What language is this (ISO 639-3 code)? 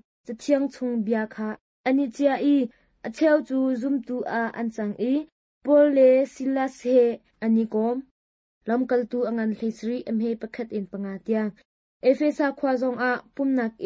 cnh